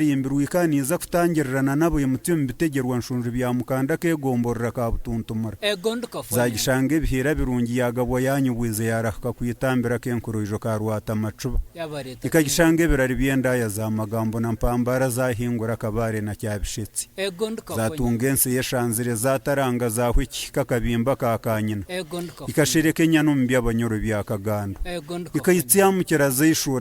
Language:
Nyankole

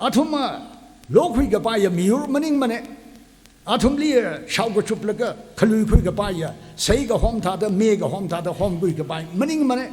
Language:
Tangkhul Naga (India)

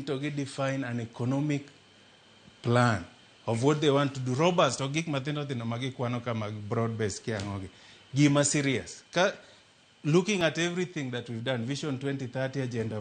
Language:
Luo (Kenya and Tanzania)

